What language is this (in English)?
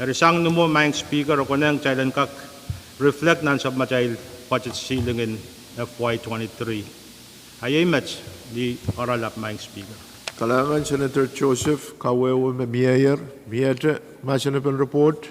Pohnpeian